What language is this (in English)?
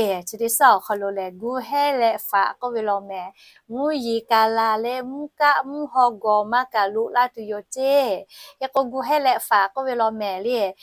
Lahu